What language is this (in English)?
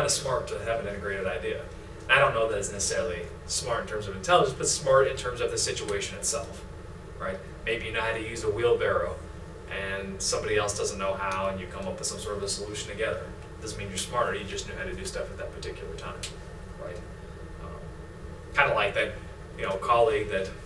English